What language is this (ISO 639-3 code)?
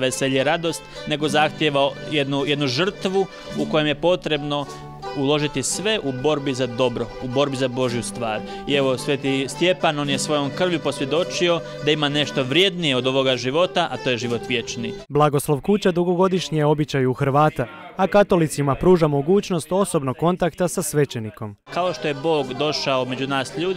hrv